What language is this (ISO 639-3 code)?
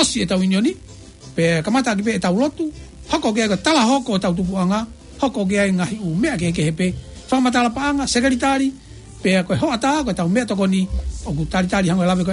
ton